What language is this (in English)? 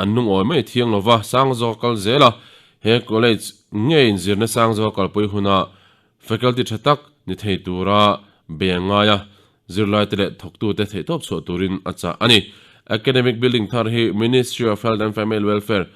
Mizo